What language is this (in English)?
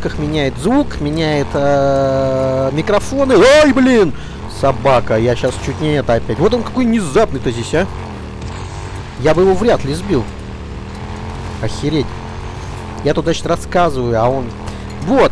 Russian